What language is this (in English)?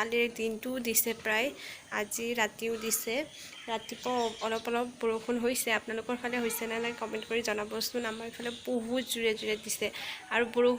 Assamese